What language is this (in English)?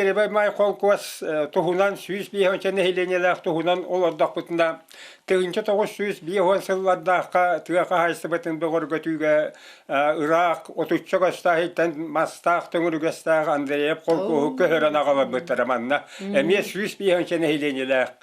Yakut